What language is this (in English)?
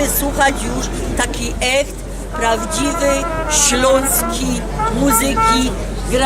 Silesian